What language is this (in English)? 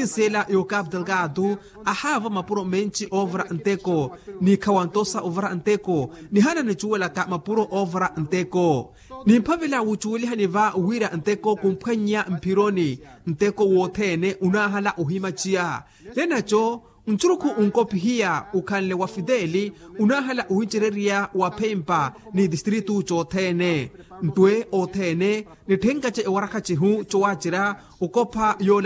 Makhuwa